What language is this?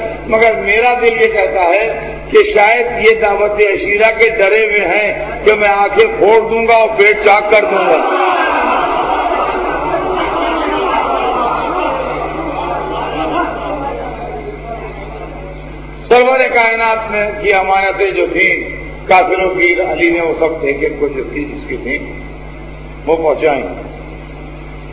Urdu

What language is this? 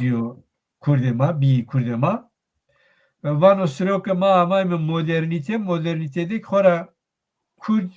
Zaza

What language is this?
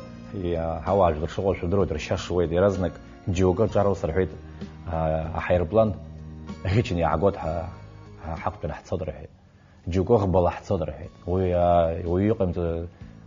Abkhazian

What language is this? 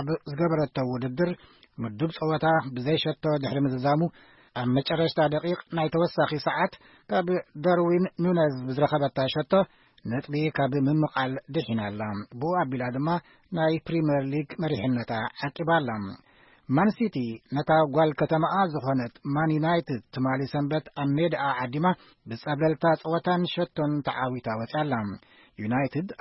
Tigrinya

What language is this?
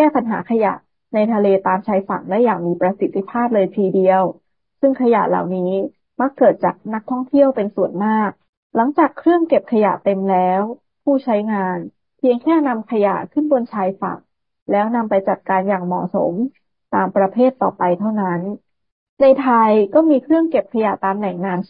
Thai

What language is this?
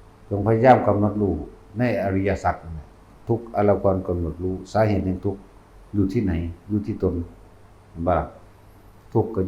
Northeastern Thai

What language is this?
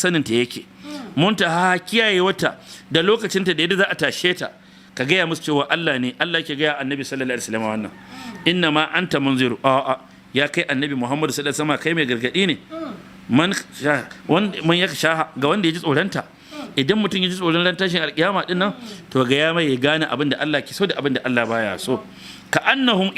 Hausa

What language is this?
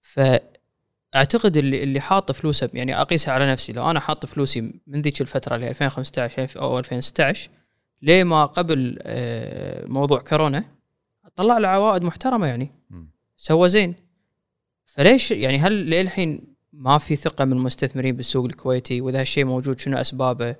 Gulf Arabic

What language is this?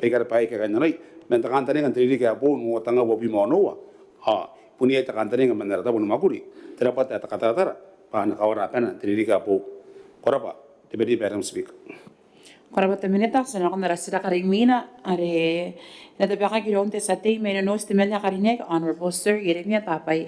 Gilbertese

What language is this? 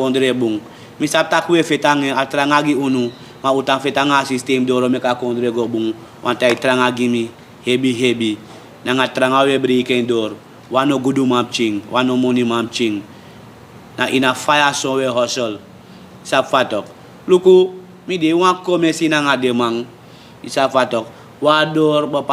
Sranan Tongo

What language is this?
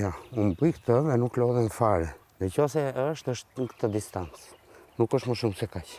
Albanian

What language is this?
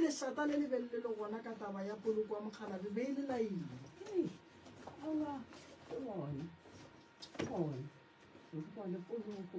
Northern Sotho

